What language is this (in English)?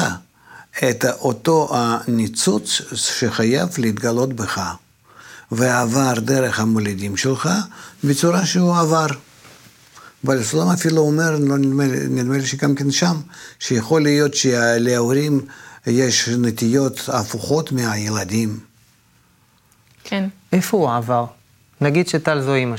Hebrew